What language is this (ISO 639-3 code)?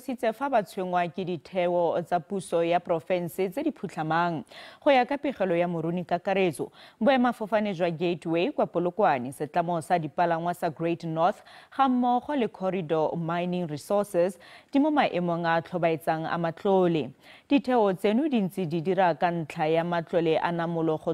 tsn